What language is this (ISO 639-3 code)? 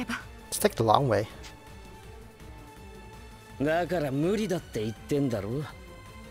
jpn